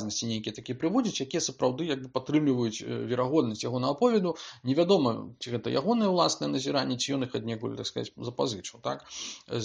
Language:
Belarusian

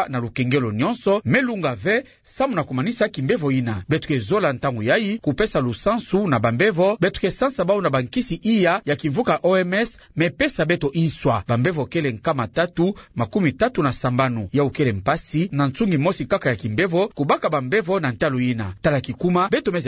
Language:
Kituba (Democratic Republic of Congo)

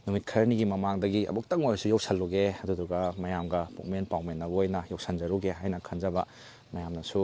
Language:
Manipuri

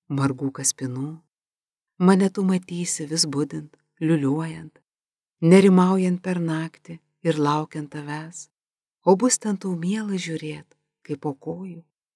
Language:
Lithuanian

